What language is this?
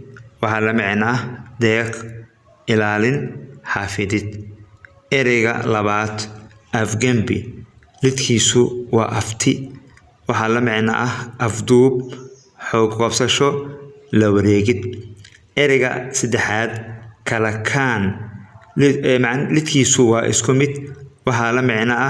Somali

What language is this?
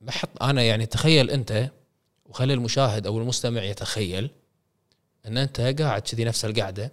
Gulf Arabic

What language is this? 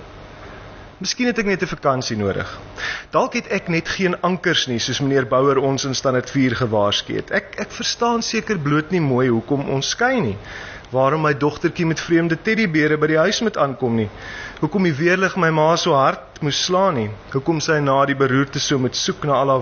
Afrikaans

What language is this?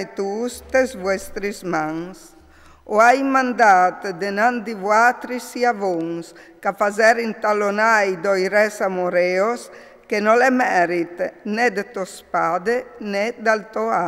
Friulian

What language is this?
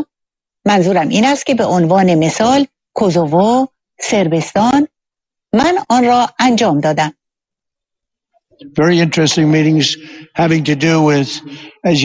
Persian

